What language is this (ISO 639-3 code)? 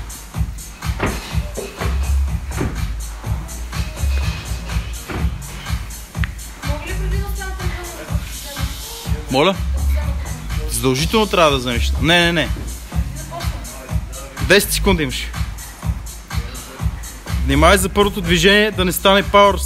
bul